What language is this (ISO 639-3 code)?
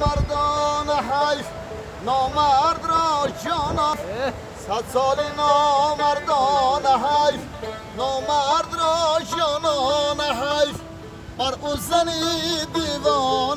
tgk